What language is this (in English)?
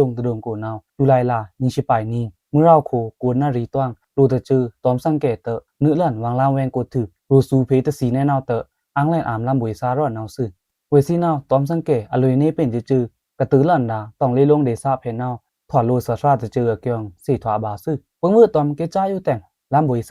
Pa'o Karen